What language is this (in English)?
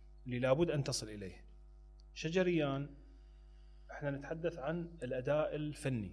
Mesopotamian Arabic